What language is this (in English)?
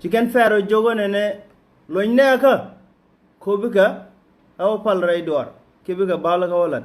Nuer